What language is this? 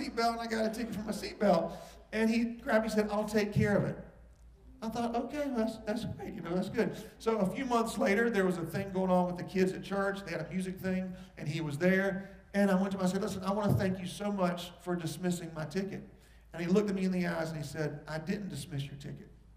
English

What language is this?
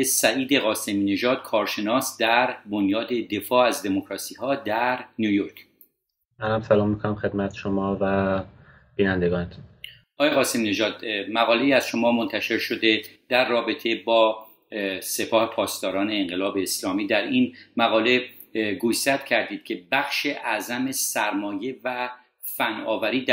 Persian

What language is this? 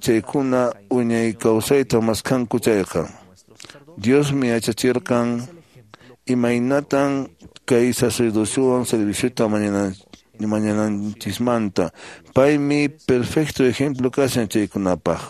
Quechua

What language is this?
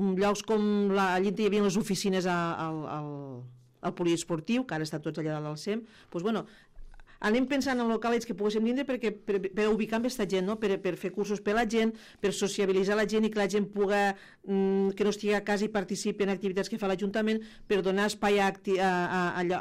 Catalan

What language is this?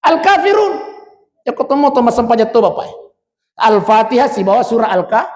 Buginese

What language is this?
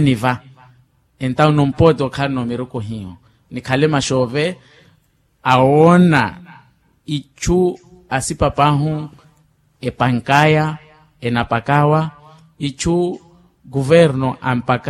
Makhuwa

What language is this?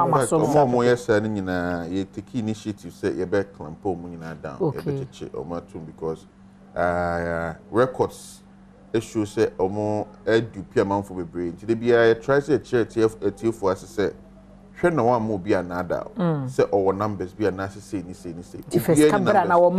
Akan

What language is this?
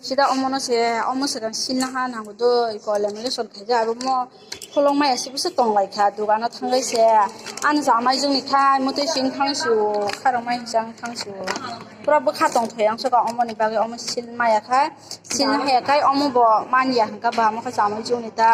Kok Borok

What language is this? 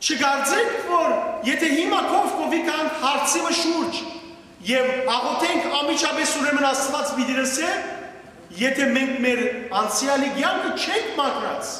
Western Armenian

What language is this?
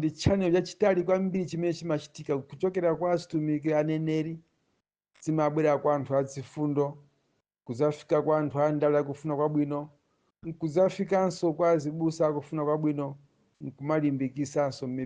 Nyanja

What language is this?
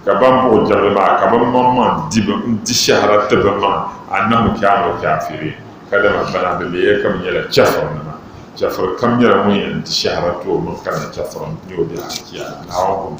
Dagbani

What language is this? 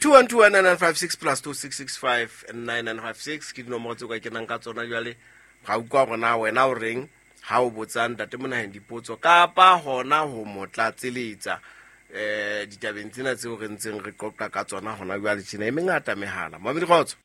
Southern Sotho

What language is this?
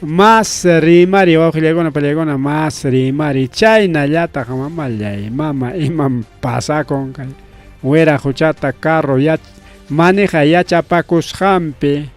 Ayacucho Quechua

